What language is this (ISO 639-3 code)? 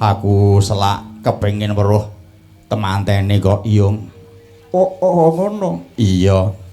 jav